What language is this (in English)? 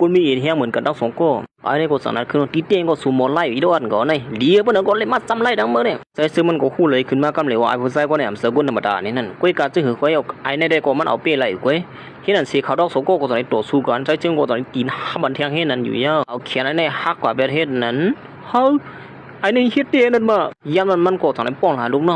Shan